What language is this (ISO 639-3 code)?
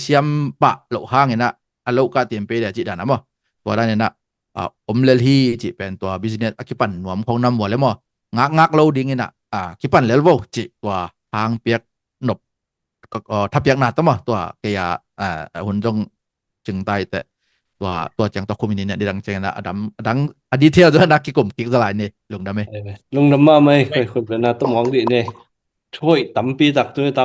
ctd